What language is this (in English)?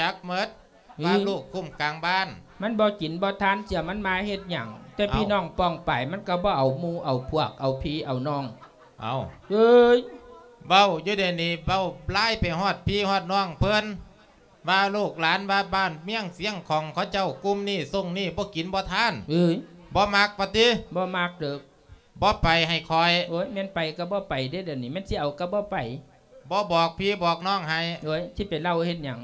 Lao